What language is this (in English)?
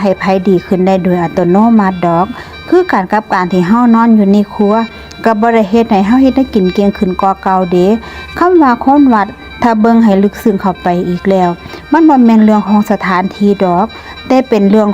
Northeastern Thai